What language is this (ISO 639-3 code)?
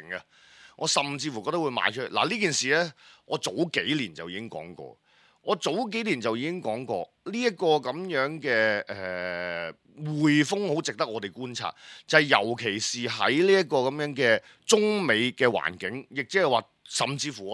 yue